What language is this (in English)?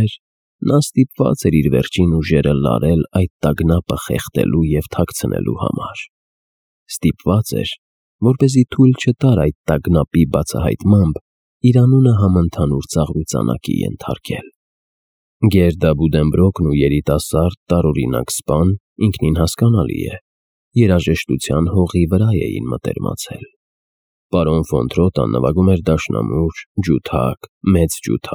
Armenian